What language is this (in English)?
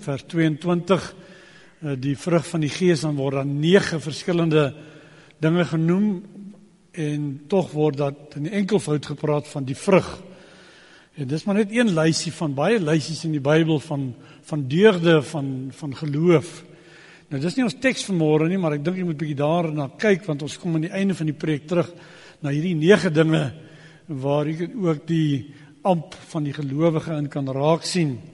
Afrikaans